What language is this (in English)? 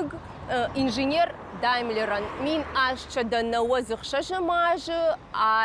Ossetic